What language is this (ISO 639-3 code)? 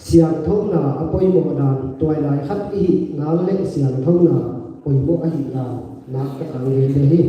pck